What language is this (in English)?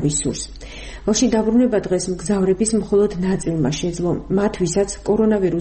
Georgian